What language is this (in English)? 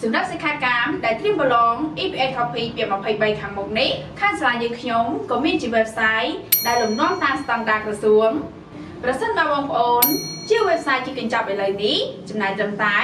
Khmer